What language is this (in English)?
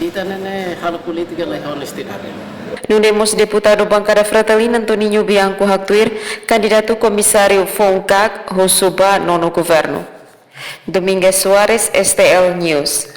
Tetum